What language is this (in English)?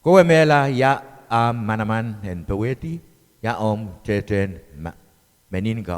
Pohnpeian